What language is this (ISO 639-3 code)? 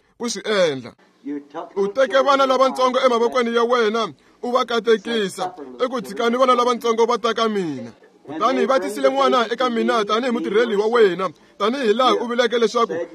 tso